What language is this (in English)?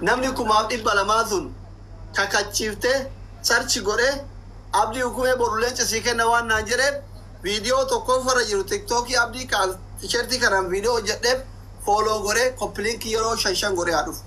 Oromo